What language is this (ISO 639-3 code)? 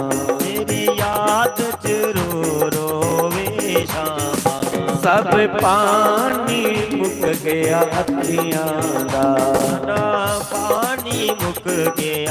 doi